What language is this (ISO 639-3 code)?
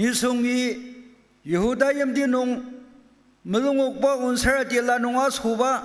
njo